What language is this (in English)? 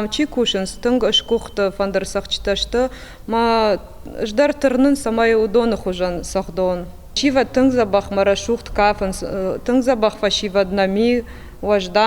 Ossetic